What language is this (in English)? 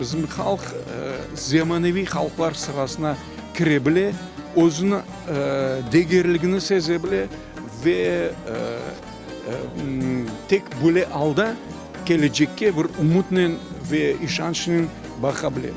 Crimean Tatar